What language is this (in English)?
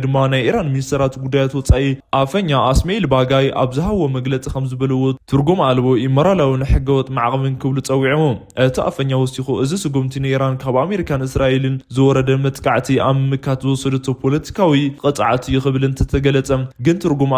Tigrinya